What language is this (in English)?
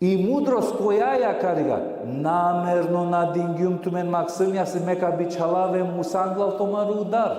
Balkan Romani